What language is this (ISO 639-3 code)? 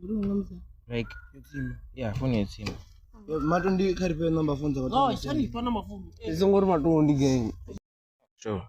ven